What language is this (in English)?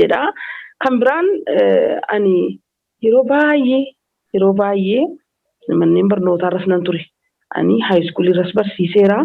Oromo